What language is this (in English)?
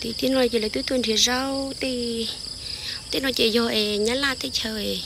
Hmong